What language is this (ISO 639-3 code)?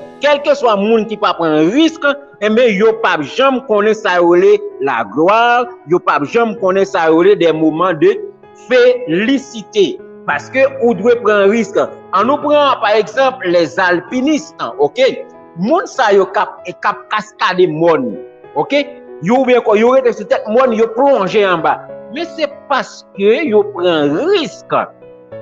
hat